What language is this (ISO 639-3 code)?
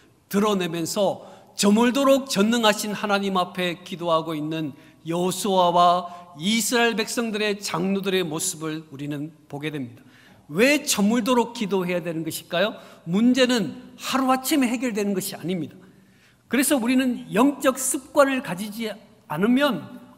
kor